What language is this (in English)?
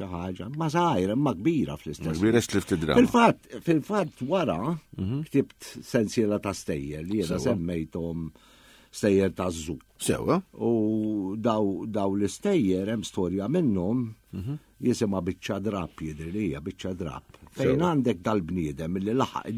Maltese